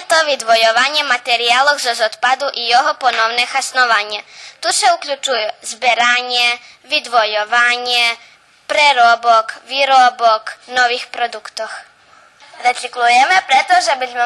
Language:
Rusyn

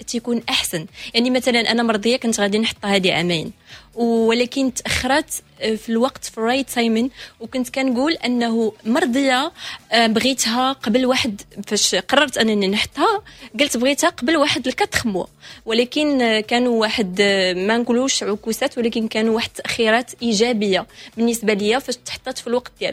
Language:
Moroccan Arabic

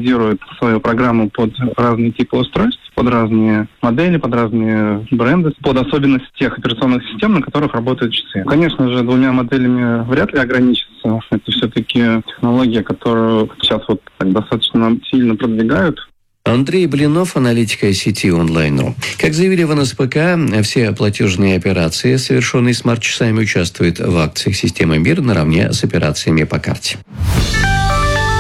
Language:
Russian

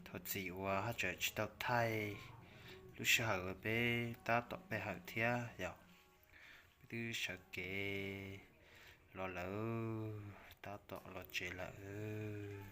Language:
Hmong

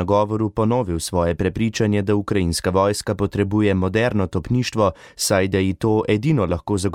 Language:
Slovenian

